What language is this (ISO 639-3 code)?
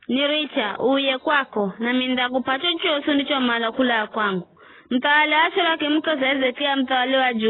nyf